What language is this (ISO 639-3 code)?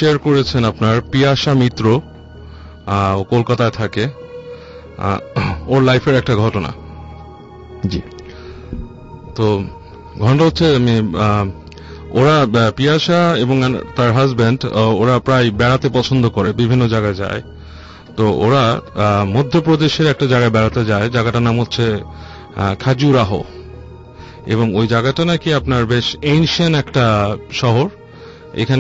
ben